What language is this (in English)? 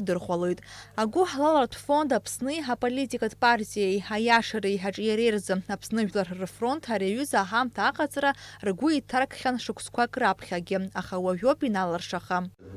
Abkhazian